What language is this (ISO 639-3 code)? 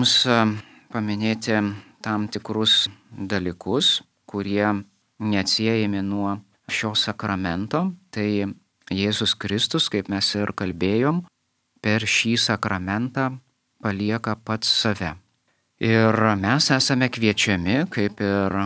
lit